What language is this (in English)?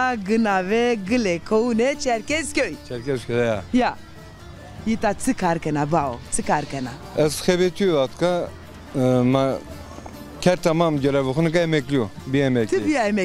Zaza